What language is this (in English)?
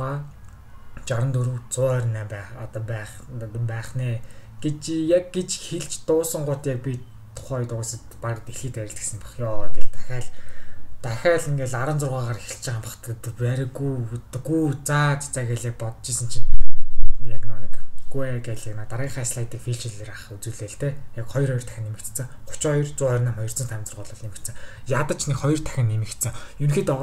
Mongolian